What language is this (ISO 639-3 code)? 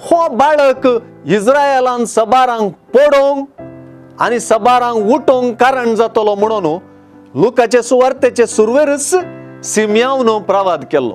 kok